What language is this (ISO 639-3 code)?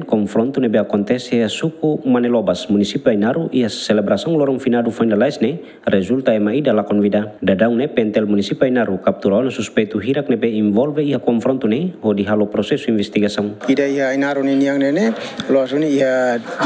tet